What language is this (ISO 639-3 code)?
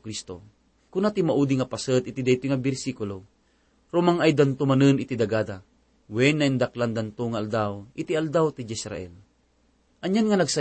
ilo